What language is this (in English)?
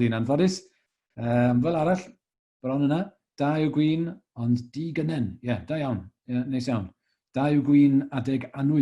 Welsh